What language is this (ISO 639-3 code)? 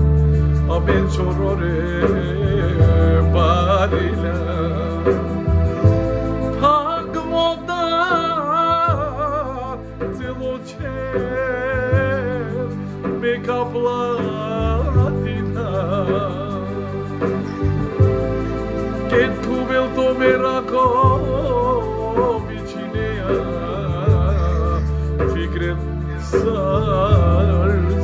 ron